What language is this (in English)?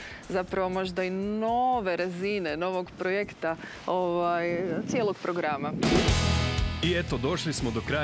Croatian